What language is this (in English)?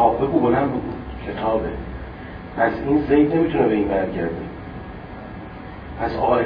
Persian